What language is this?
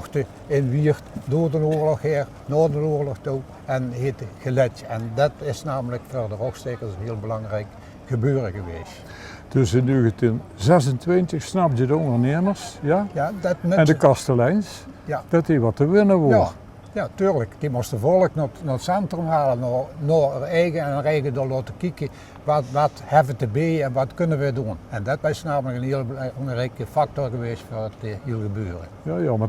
Limburgish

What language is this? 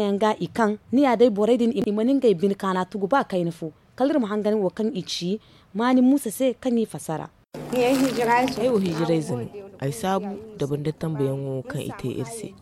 Zarma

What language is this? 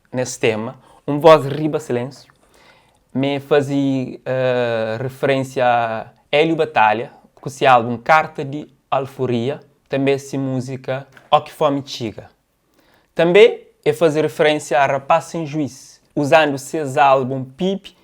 Kabuverdianu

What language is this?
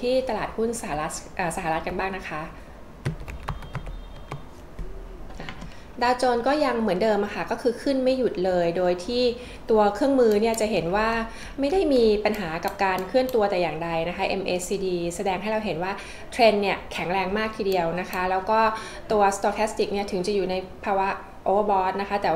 Thai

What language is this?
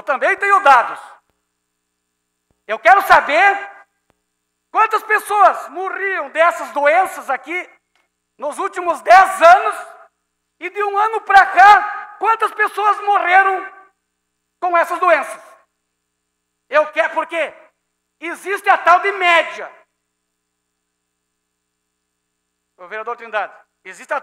Portuguese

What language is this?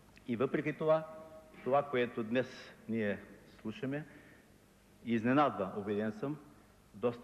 Bulgarian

